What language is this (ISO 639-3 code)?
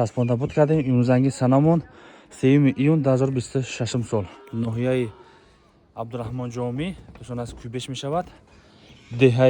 tgk